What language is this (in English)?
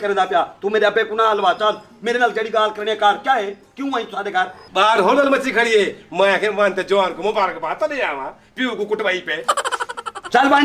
Saraiki